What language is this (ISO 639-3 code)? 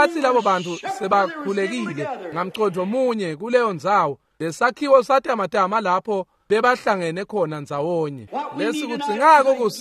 ssw